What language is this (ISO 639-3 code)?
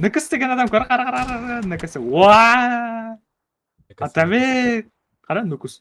kaa